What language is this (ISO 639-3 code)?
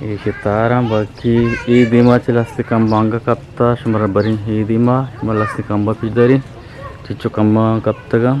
bgp